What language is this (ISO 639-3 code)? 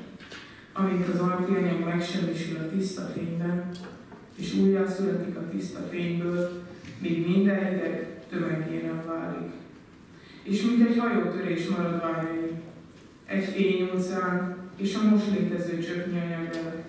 hun